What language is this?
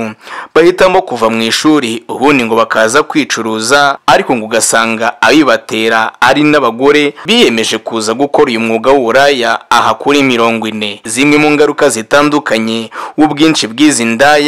Kinyarwanda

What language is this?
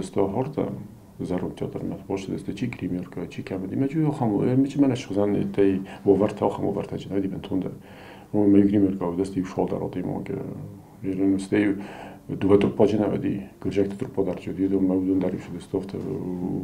Ossetic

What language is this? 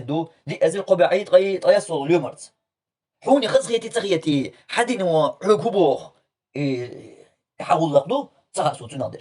Chechen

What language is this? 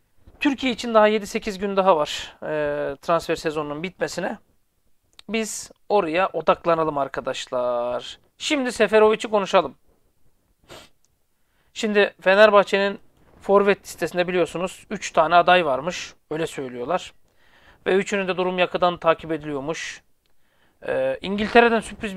Turkish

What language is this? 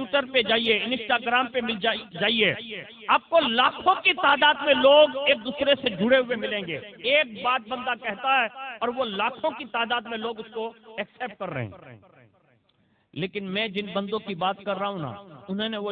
Urdu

